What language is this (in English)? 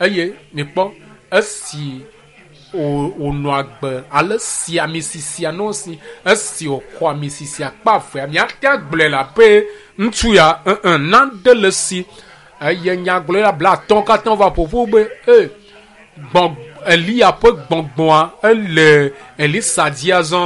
Ewe